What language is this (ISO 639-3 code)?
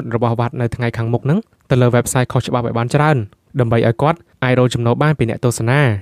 khm